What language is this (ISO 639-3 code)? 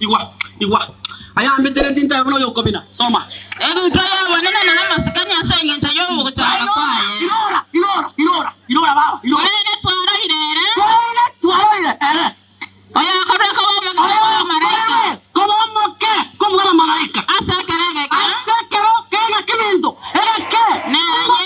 guz